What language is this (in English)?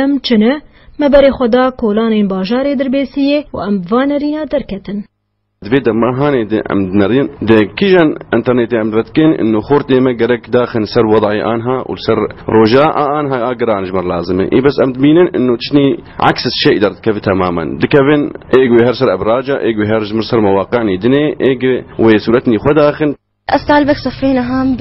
Kurdish